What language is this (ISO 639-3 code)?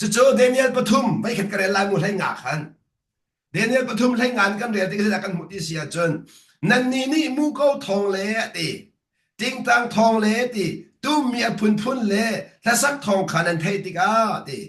cnh